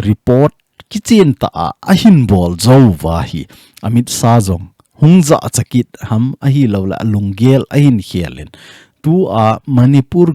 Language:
Thado Chin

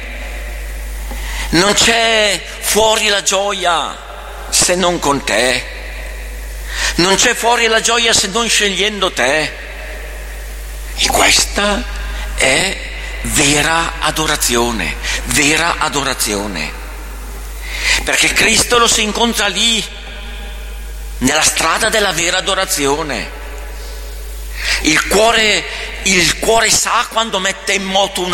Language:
Italian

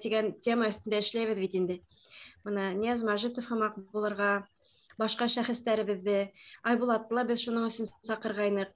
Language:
Bashkir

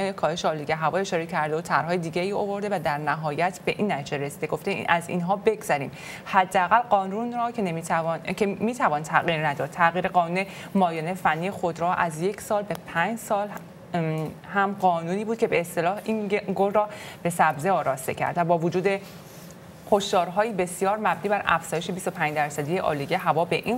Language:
Persian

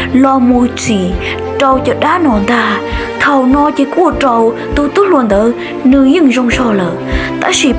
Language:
Hmong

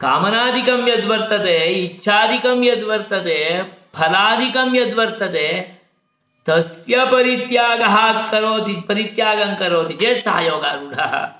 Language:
Sanskrit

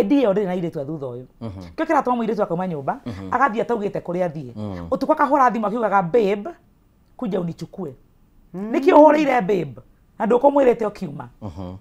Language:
Kikuyu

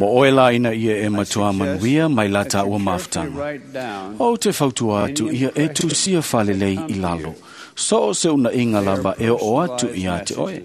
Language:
Samoan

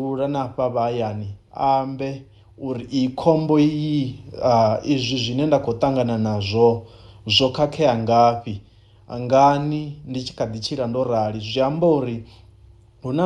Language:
Venda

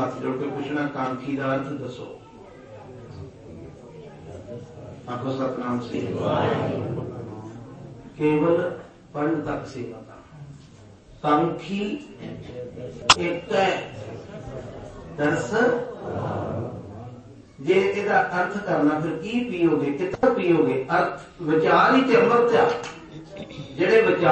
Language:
Punjabi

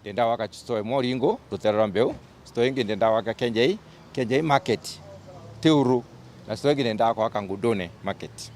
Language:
Meru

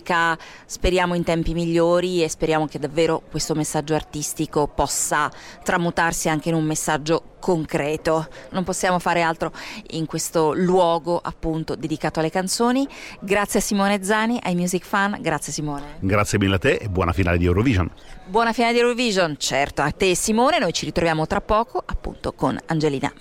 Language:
Italian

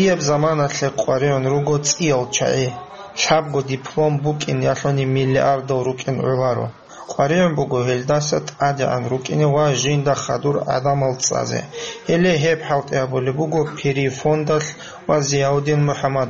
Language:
Avaric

